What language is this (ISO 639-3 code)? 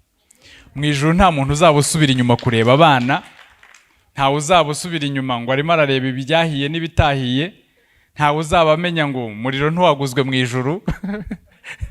kin